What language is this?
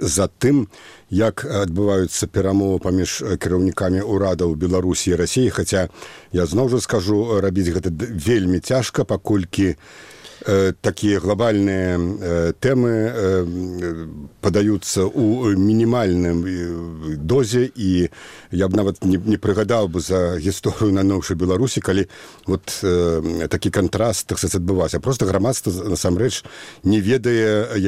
Belarusian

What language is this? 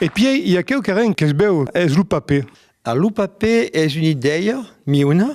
Occitan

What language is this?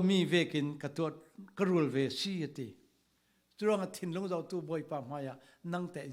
Falam Chin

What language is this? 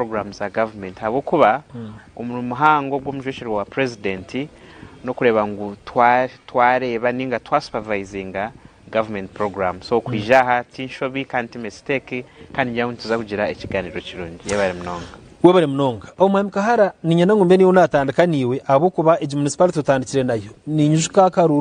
Nyankole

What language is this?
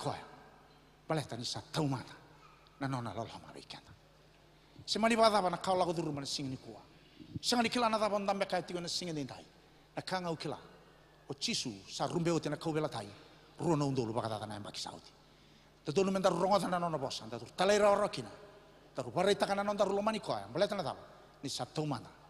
Fijian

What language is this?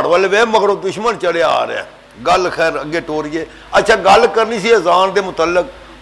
Punjabi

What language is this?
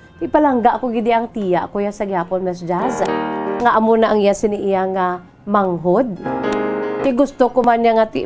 Hiligaynon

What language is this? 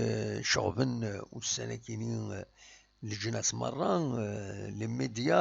Kabyle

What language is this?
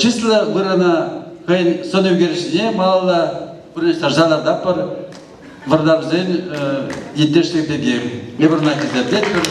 Chuvash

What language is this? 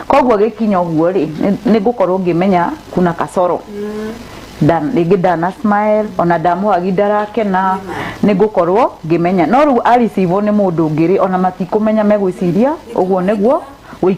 Kikuyu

